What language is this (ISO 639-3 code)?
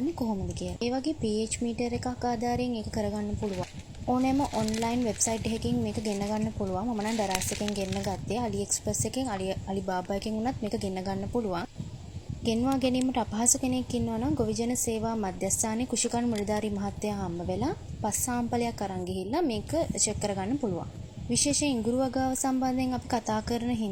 sin